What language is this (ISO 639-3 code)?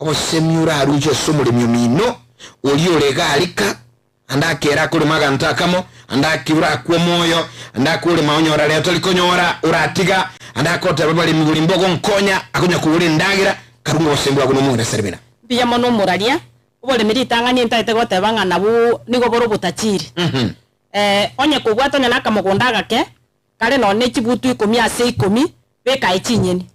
guz